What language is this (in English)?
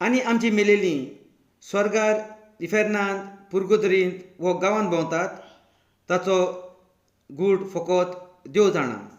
Konkani